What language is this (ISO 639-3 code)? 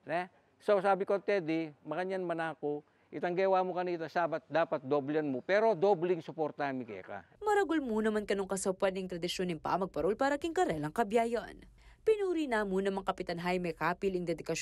pam